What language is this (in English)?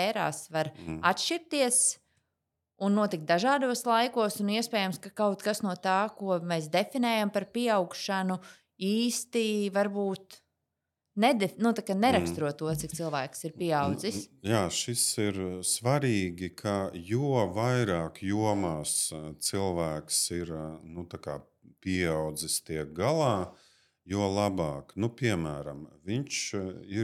Latvian